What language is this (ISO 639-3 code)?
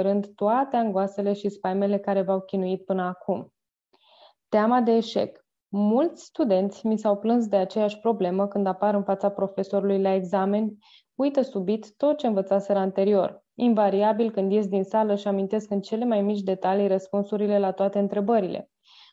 ron